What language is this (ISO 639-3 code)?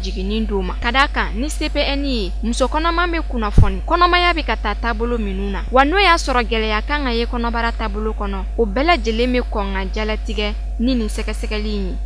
bam